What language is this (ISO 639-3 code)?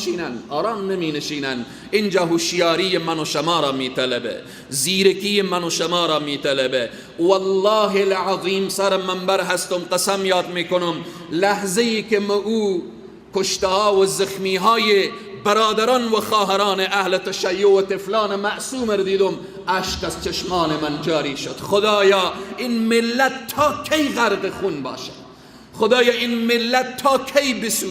fas